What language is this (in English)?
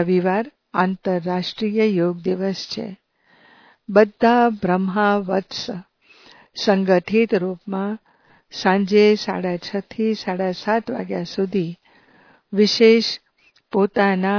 Gujarati